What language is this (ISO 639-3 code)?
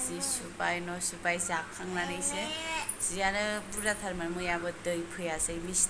brx